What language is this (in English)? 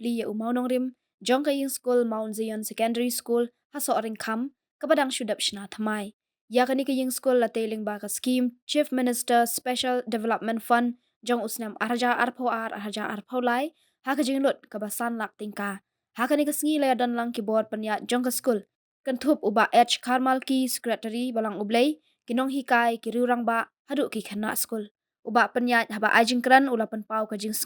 Khasi